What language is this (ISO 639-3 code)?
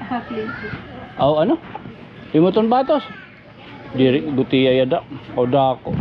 war